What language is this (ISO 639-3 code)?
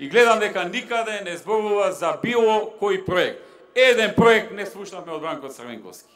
mkd